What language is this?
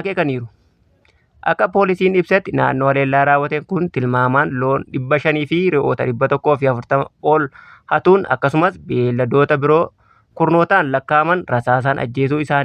Oromo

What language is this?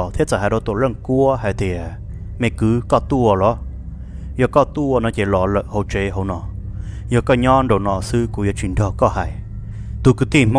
Hmong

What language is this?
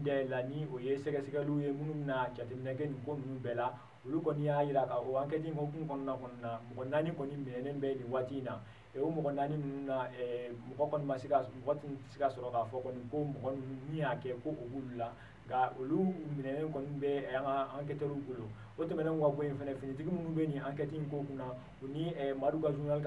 Bambara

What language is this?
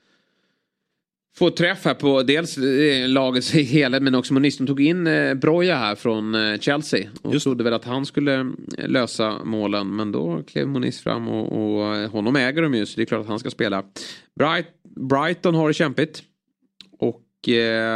Swedish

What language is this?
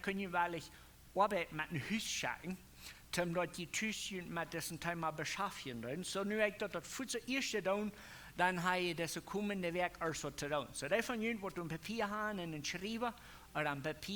Plautdietsch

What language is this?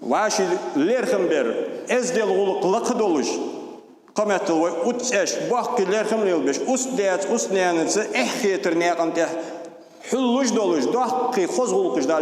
Ingush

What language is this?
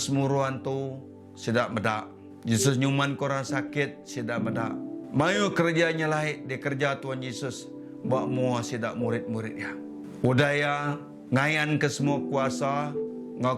Iban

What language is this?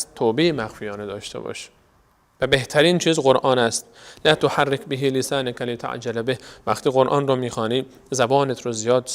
Persian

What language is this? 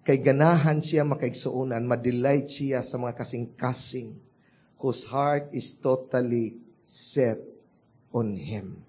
Cebuano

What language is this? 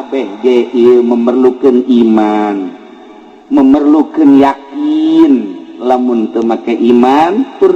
Sundanese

